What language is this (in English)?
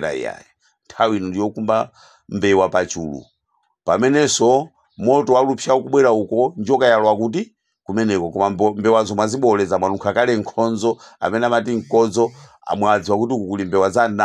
Nyanja